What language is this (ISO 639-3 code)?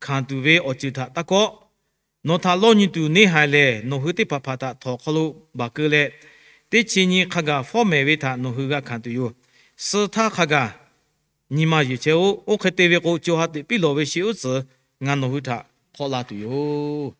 lhu